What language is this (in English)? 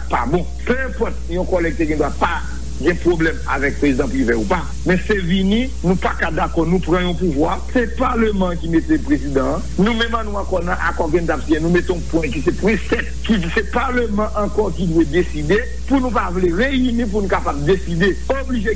Haitian Creole